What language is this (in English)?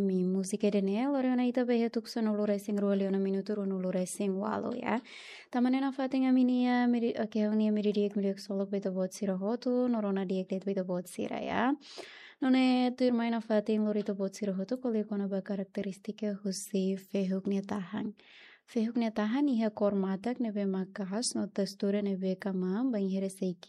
Tetum